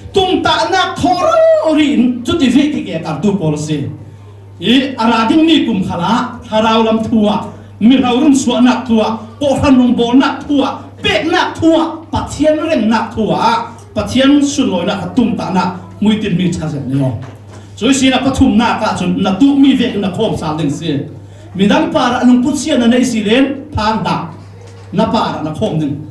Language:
Falam Chin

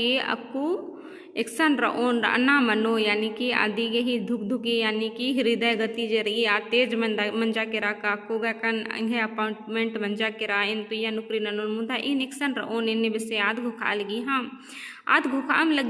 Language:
Kurukh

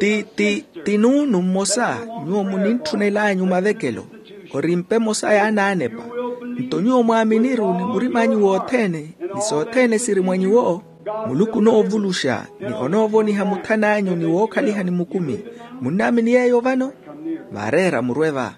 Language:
Makhuwa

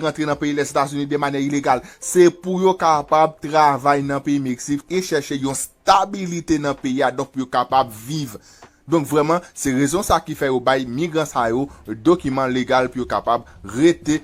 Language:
Haitian Creole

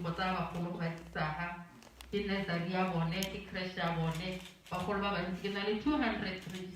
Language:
Tswana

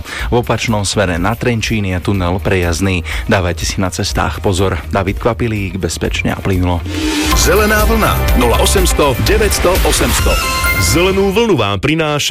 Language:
Slovak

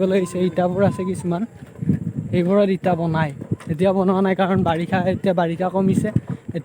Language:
Assamese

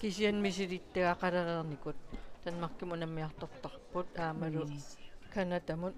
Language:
Kalaallisut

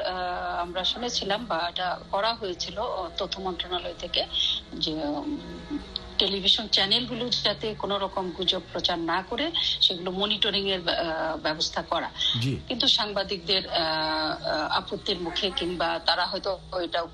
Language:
Bangla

